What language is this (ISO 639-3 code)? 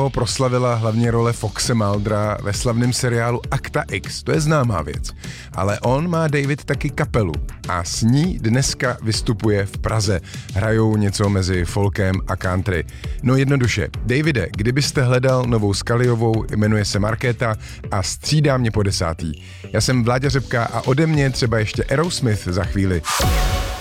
ces